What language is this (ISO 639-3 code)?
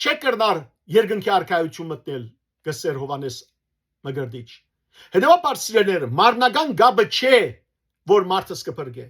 hyw